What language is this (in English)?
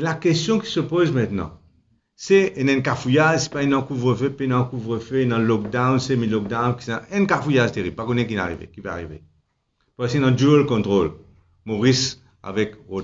Morisyen